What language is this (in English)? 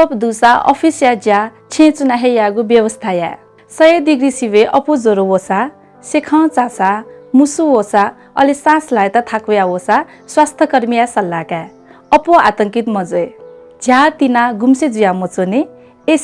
Newari